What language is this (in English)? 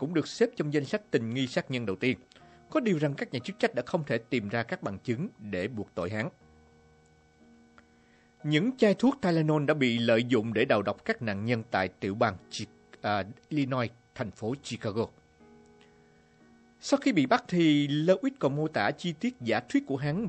Vietnamese